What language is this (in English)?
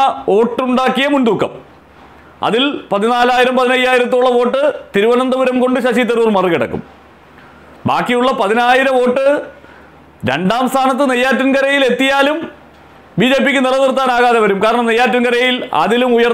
Malayalam